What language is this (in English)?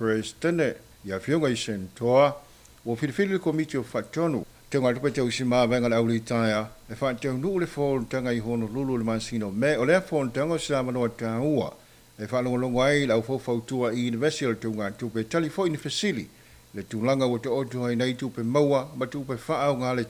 Samoan